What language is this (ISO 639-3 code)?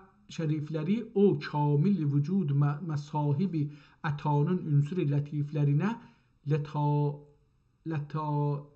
azb